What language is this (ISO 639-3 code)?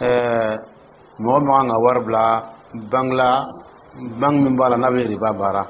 dyu